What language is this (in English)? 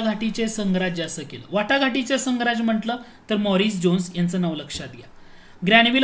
Marathi